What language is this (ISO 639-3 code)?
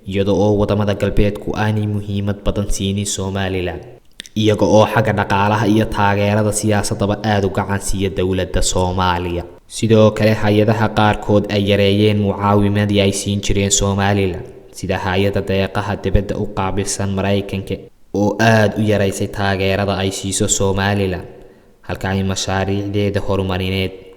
som